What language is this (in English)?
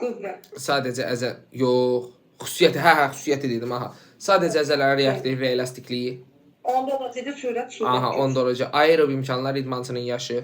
Azerbaijani